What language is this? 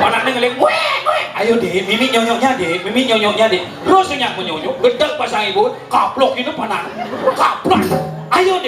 Balinese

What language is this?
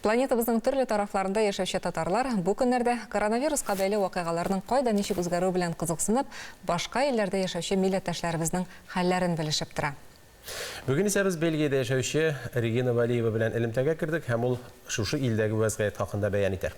Tatar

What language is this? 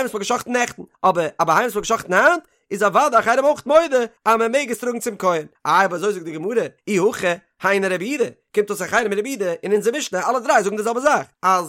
Yiddish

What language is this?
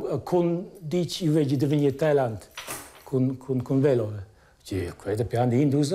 Romansh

